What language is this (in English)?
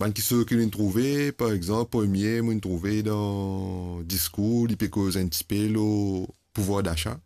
Morisyen